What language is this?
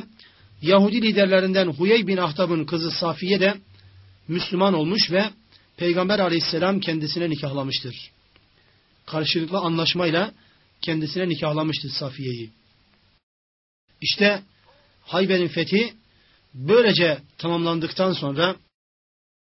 Turkish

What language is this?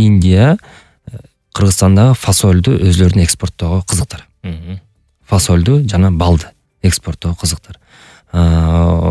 Kyrgyz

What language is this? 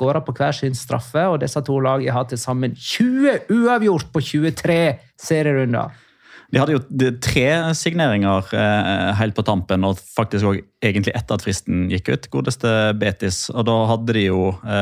Norwegian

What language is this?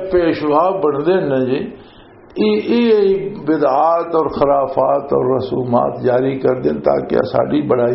Western Panjabi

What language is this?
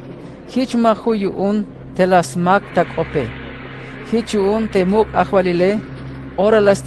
Tzeltal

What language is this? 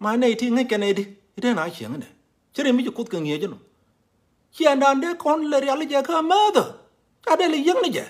Nuer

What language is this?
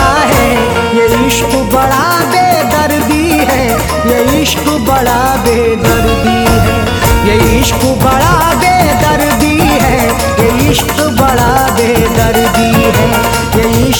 Hindi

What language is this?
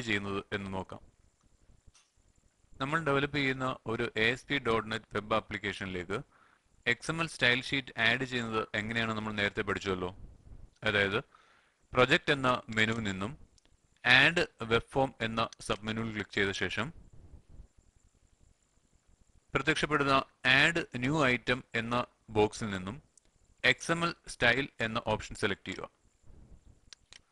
Malayalam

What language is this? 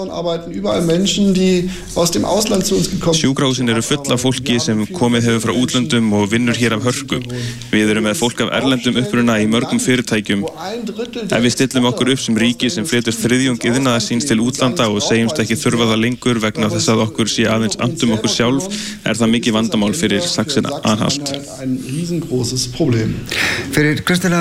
Icelandic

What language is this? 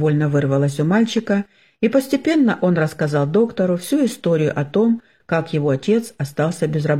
Russian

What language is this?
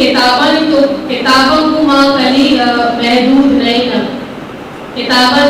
Eastern Balochi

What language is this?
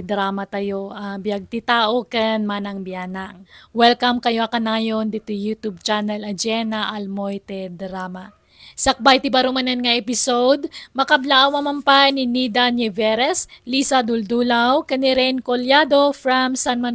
Iloko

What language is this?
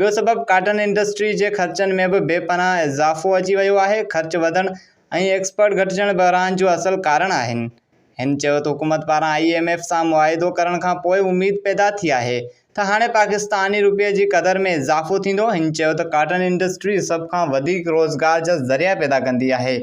Sindhi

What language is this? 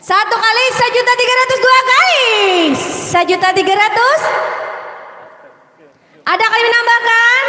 Banjar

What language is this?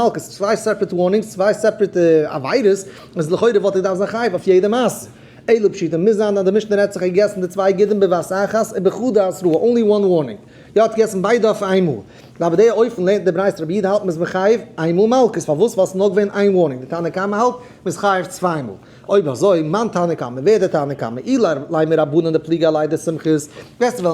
Yiddish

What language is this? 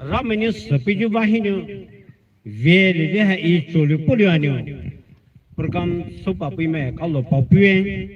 Poumei Naga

